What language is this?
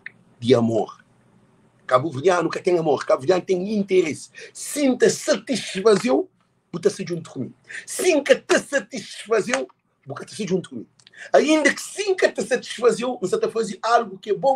Kabuverdianu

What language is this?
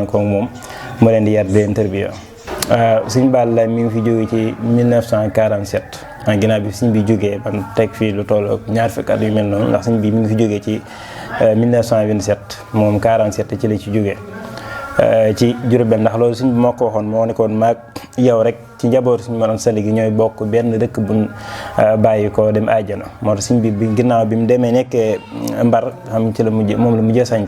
Wolof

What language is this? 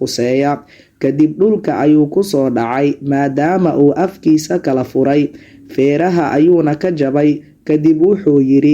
Somali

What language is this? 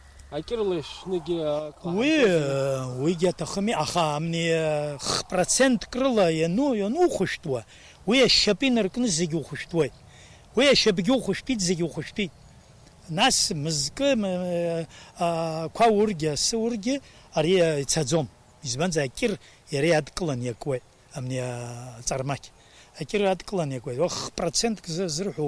Abkhazian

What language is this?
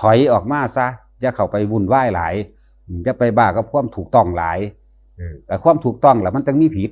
Northeastern Thai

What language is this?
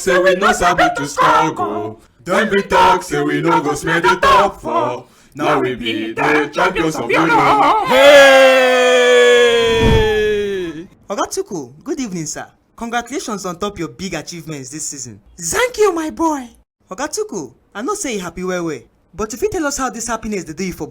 Nigerian Pidgin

